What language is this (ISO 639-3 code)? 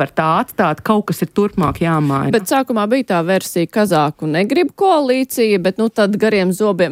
lav